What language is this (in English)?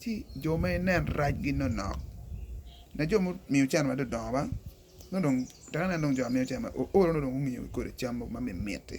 Acoli